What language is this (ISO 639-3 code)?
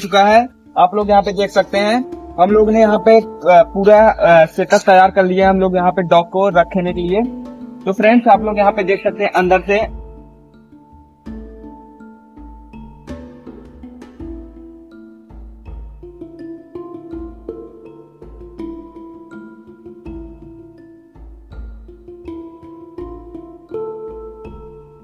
hin